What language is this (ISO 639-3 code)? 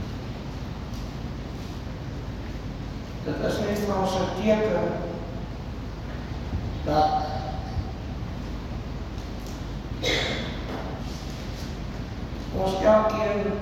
afr